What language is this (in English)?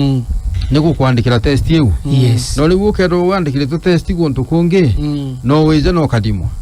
Meru